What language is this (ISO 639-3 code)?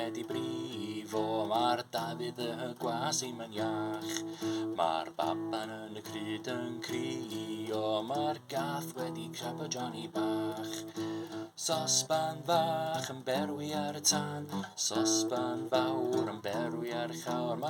cym